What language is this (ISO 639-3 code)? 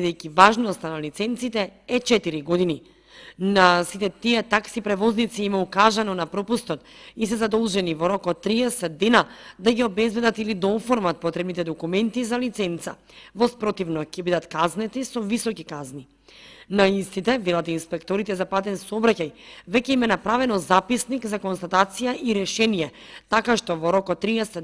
mkd